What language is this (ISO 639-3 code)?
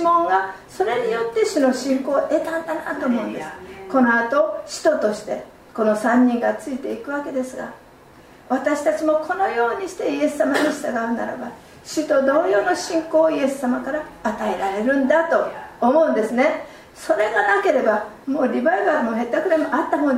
jpn